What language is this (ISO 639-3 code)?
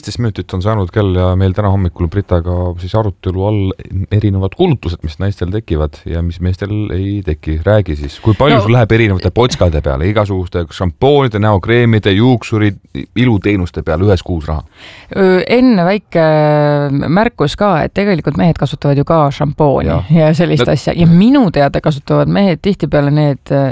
est